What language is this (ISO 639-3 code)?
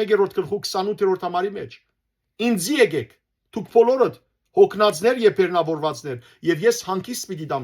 hyw